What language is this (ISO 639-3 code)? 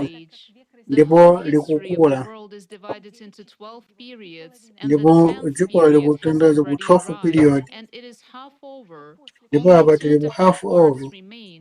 nya